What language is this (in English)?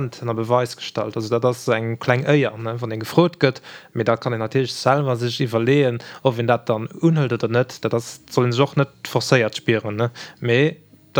Luxembourgish